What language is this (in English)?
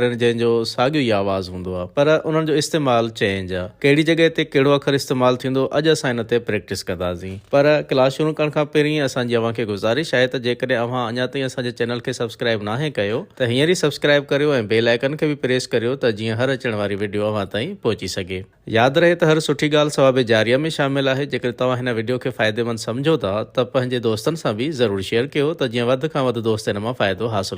Sindhi